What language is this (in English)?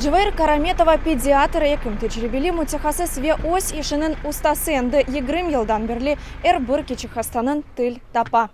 Crimean Tatar